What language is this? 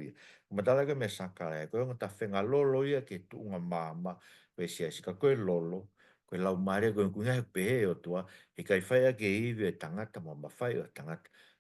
Tongan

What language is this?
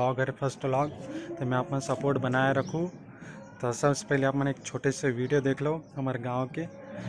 Chhattisgarhi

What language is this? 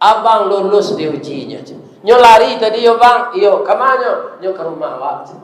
Minangkabau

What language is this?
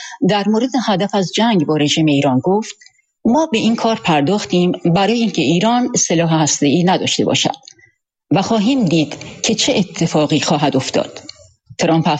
Persian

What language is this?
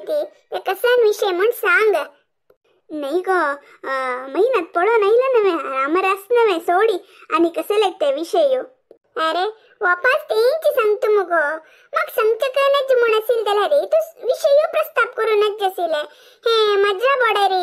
Konkani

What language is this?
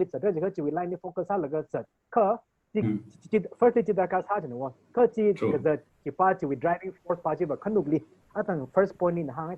Tangkhul Naga (India)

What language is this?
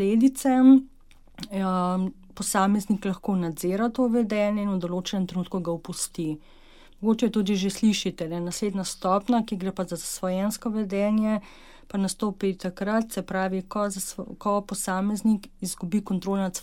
Slovenian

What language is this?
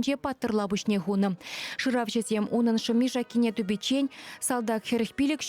Chuvash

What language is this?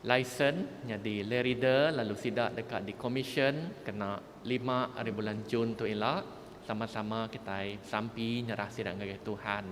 Iban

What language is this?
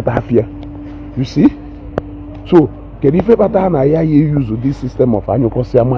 Igbo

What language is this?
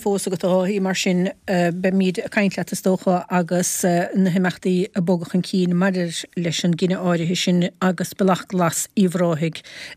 Irish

